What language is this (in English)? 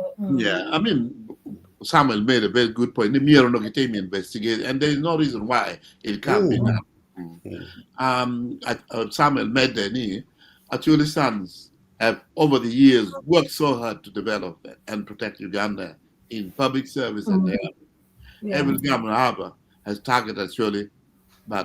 Acoli